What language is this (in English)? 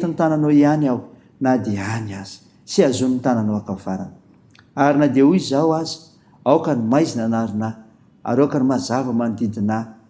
Malagasy